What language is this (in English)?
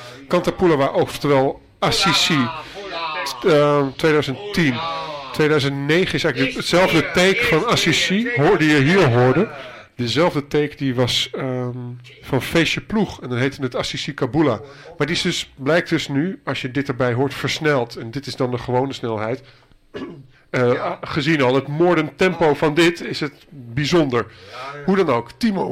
Dutch